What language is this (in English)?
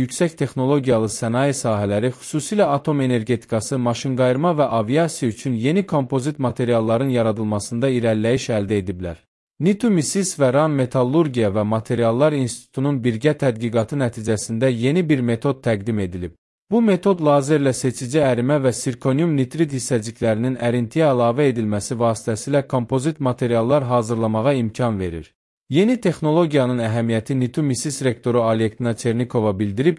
Azerbaijani